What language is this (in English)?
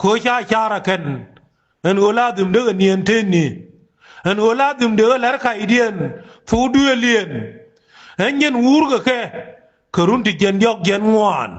Nuer